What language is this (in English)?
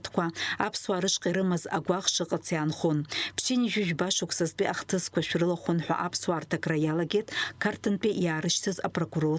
Abkhazian